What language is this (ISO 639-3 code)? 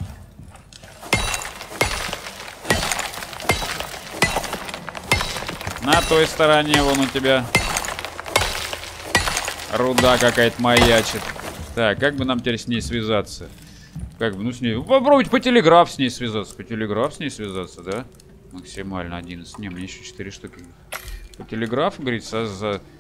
rus